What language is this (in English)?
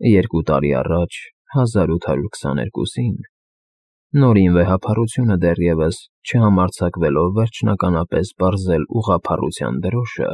Armenian